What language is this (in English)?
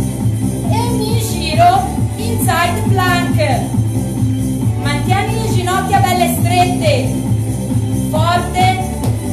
Italian